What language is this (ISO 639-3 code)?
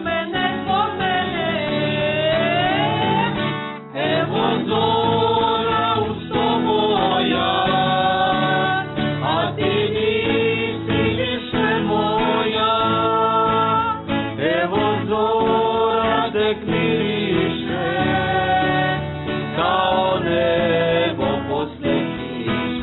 srp